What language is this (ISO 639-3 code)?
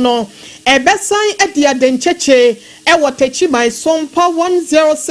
aka